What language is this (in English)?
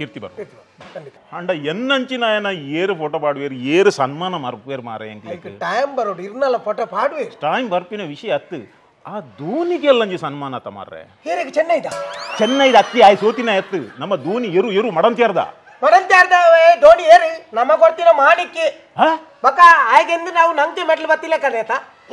Tulu